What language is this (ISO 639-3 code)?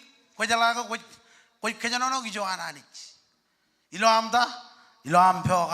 mah